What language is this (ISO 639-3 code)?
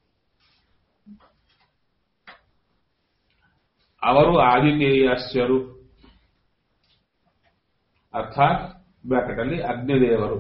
kan